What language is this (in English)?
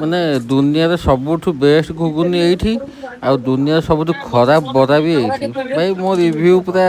Odia